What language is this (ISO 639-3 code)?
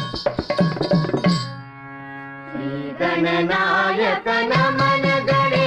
mar